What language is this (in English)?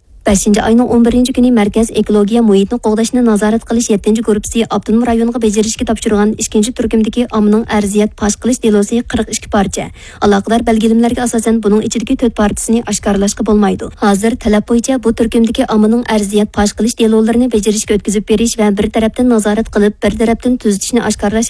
Uyghur